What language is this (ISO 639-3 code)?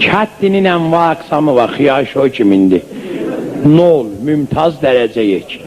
azb